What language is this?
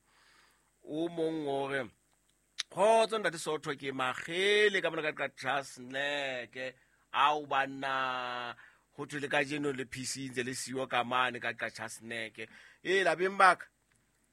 Southern Sotho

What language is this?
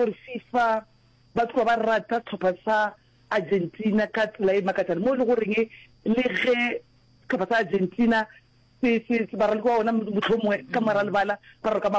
Northern Sotho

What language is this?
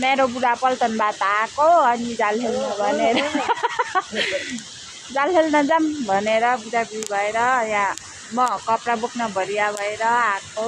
Nepali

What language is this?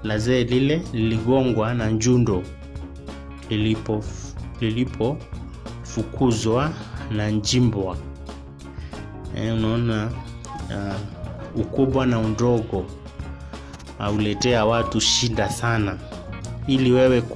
Swahili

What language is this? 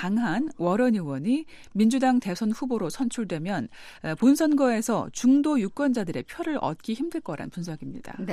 Korean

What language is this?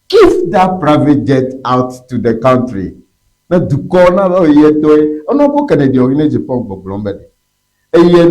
Ewe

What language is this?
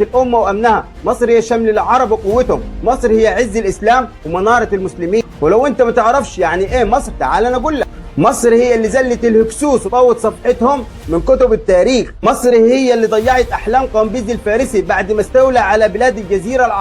Egyptian Arabic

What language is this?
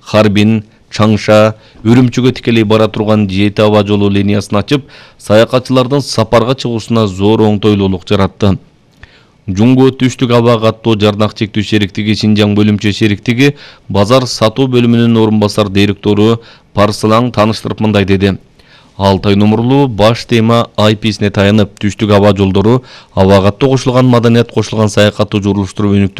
Kyrgyz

